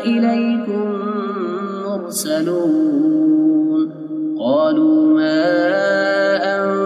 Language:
Arabic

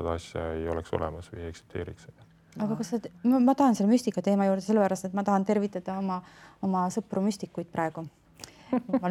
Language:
Estonian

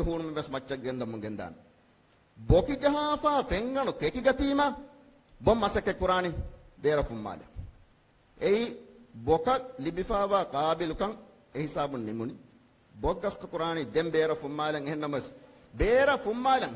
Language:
Divehi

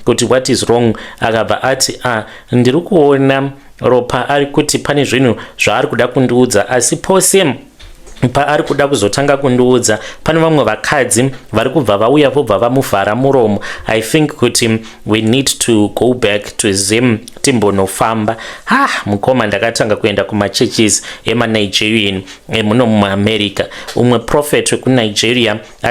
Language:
Shona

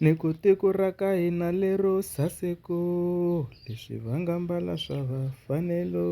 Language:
Tsonga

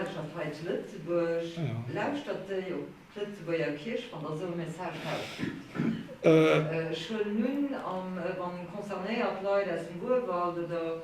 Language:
Luxembourgish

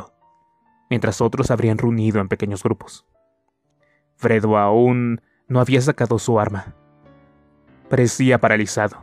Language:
Spanish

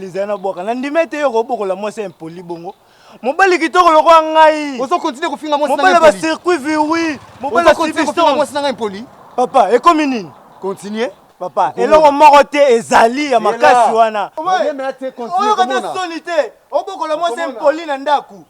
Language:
Lingala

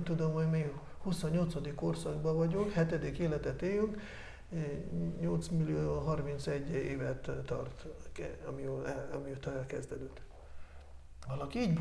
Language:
Hungarian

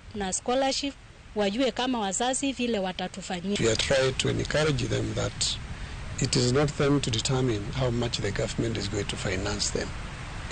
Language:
Luo (Kenya and Tanzania)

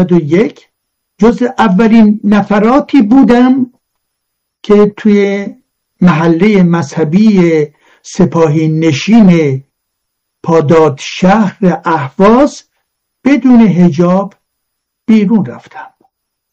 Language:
Persian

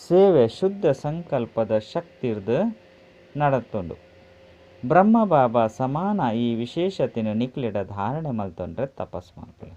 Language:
Tulu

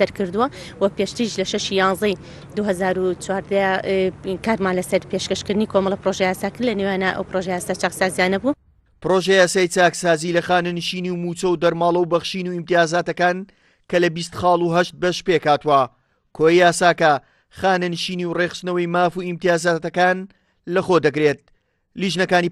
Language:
Central Kurdish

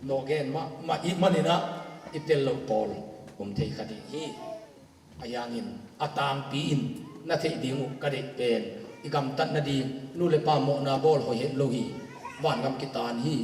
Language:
Tedim Chin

